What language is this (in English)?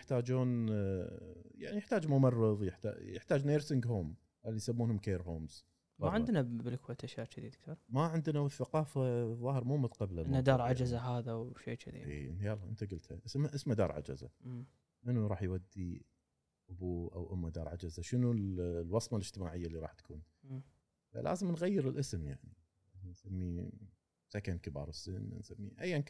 Gulf Arabic